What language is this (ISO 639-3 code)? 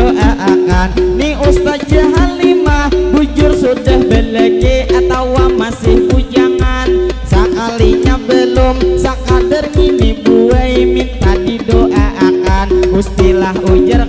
bjn